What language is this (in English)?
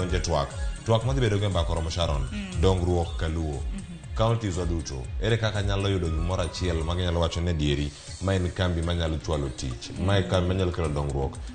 Luo (Kenya and Tanzania)